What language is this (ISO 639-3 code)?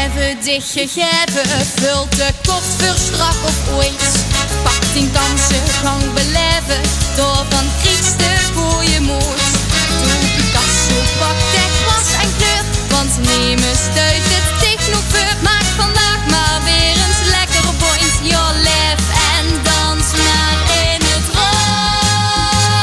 lim